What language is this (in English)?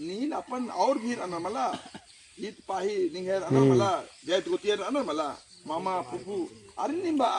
Kurukh